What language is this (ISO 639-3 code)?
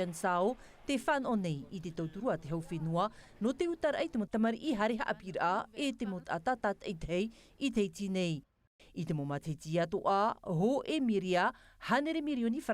tah